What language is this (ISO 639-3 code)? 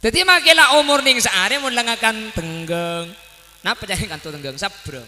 mad